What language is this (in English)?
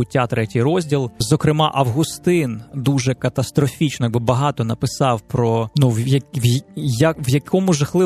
Ukrainian